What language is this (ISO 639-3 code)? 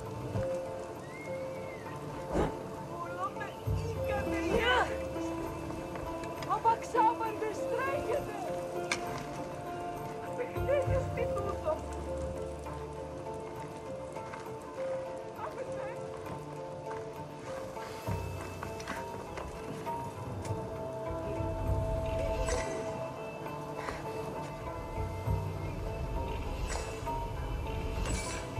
eng